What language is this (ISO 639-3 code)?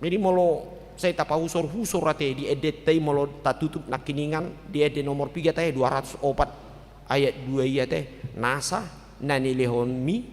bbc